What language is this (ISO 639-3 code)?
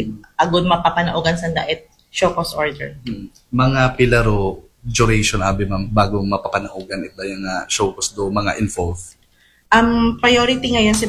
akl